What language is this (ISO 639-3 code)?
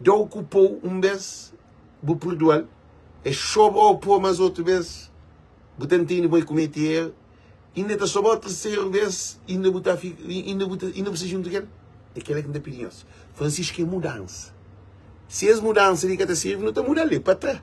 kea